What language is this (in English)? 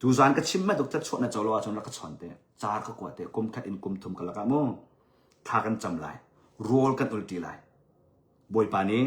Hakha Chin